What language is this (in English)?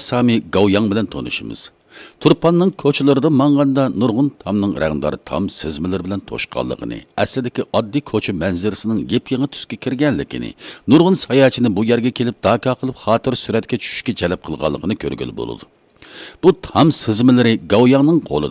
Uyghur